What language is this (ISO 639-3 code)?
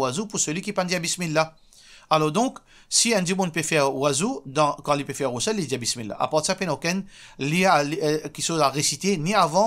mfe